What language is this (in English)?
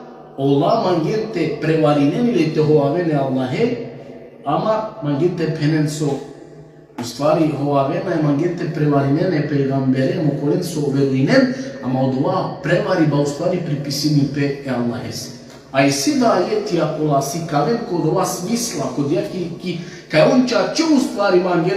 Balkan Romani